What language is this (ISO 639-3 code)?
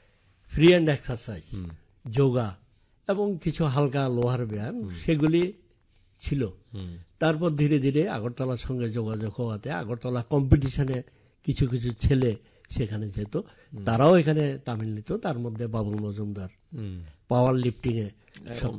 ben